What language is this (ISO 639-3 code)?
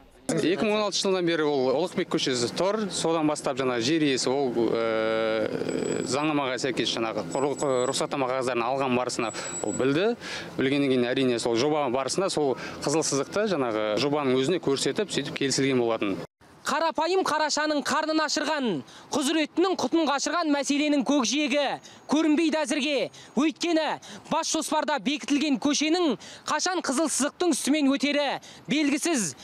kaz